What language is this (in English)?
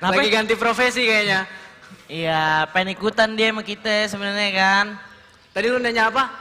Betawi